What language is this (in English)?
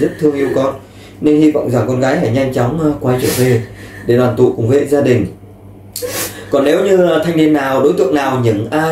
Vietnamese